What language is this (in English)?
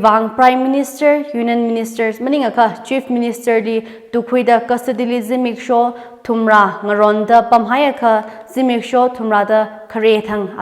Tangkhul Naga (India)